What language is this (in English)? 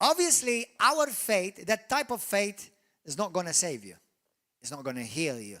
English